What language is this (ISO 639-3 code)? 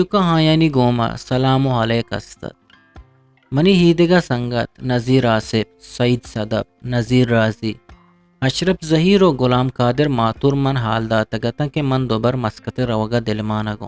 bgp